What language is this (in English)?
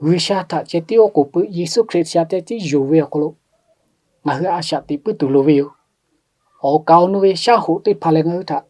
Lahu